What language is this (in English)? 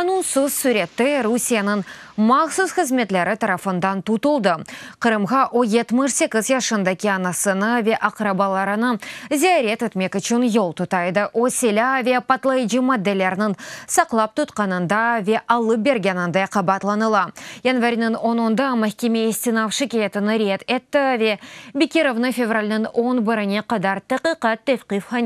Crimean Tatar